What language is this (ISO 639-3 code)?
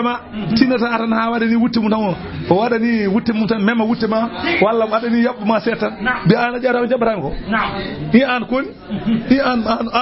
ful